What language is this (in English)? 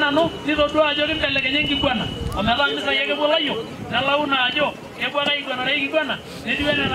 Masai